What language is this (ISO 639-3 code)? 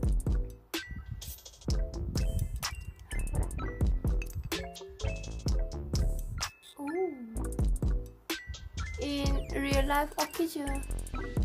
msa